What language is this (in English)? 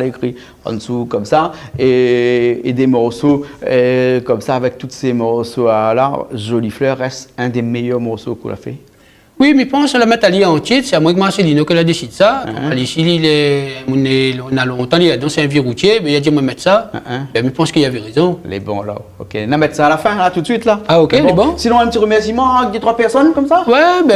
Réunion Creole French